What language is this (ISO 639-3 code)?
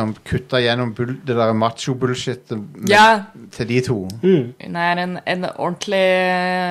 nor